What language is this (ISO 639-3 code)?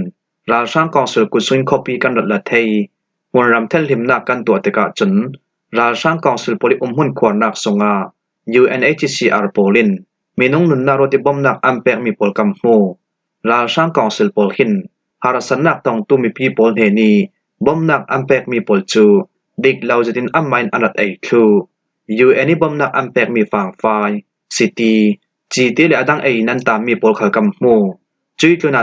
cfm